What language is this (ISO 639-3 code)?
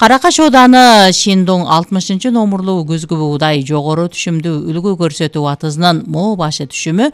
kir